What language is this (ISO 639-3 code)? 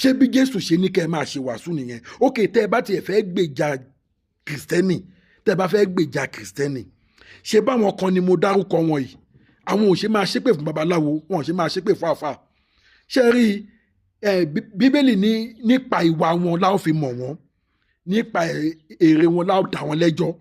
yor